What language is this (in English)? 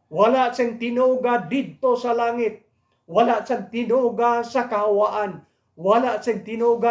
Hiligaynon